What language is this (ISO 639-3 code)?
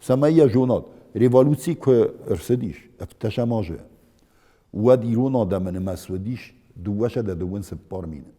oss